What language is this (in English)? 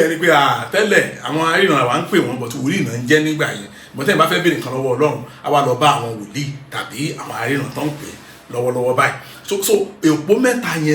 Yoruba